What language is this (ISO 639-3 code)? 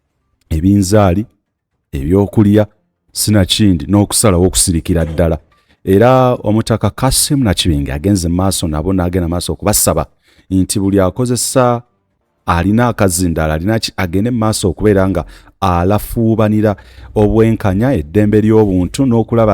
lug